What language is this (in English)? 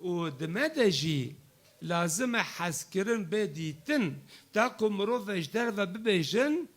Kurdish